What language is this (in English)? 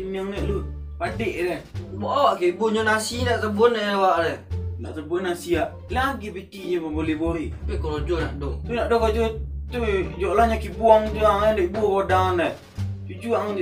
Minangkabau